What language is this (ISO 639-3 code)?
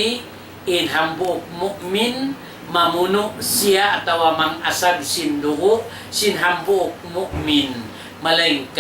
tsg